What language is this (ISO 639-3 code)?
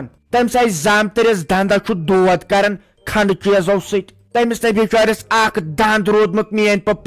kas